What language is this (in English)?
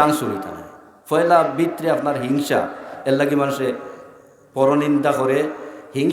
Sylheti